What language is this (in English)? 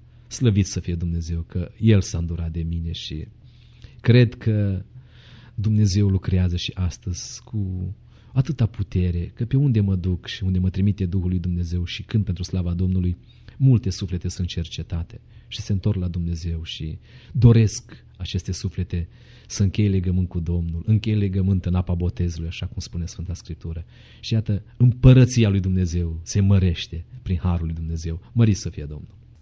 Romanian